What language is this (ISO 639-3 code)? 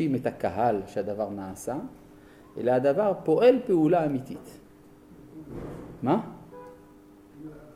heb